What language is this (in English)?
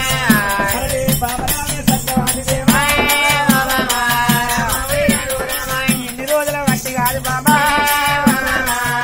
Telugu